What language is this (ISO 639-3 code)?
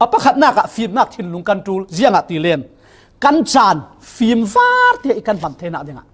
cfm